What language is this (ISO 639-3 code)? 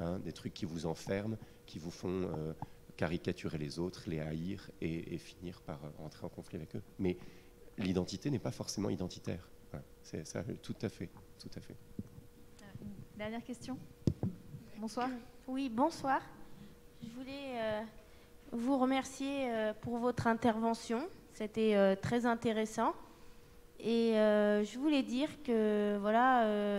fra